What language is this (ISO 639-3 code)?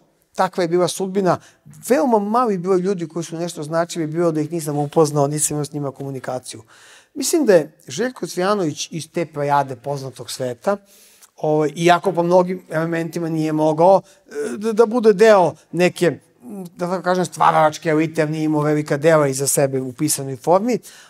srp